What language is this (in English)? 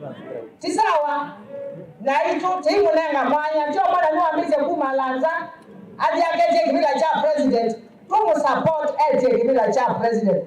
Kamba